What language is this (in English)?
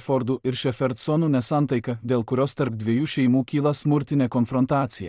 Lithuanian